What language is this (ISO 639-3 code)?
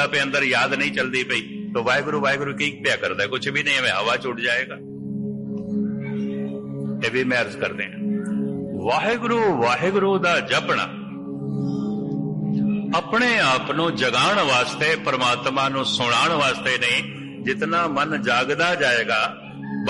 pan